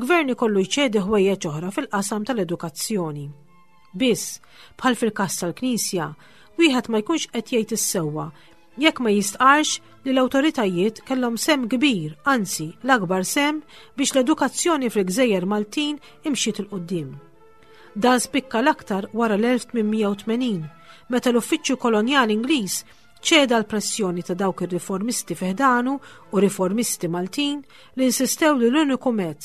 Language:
Maltese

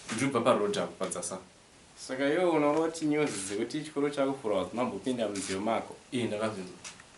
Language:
Shona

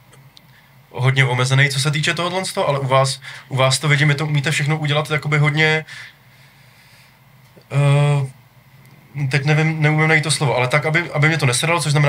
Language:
Czech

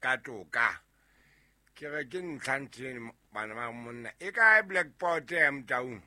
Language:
Southern Sotho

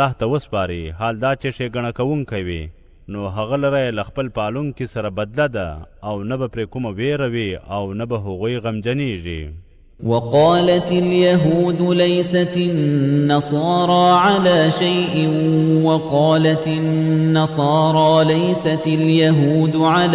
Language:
Pashto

